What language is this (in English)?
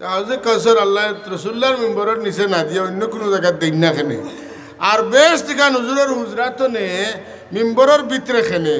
Sylheti